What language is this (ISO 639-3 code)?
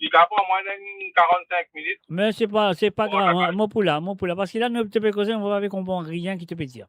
mfe